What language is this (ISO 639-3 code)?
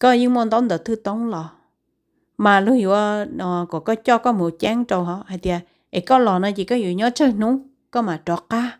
hmn